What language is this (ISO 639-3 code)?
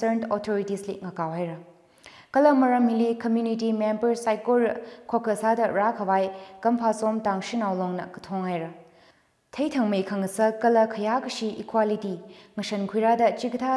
nmf